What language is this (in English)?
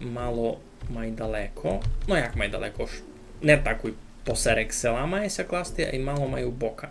Rusyn